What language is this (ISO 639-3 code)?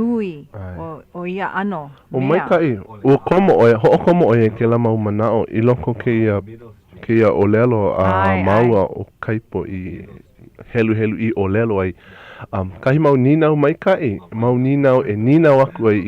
haw